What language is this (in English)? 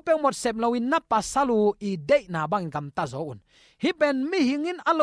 Tedim Chin